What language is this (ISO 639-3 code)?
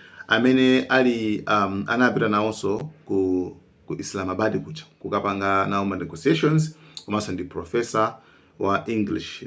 nya